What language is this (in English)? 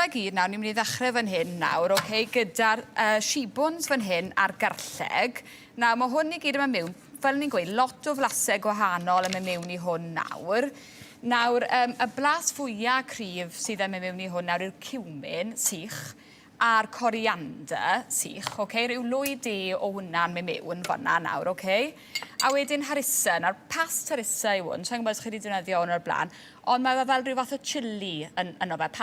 Welsh